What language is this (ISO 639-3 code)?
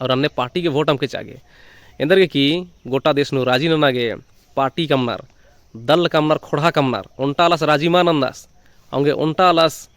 kru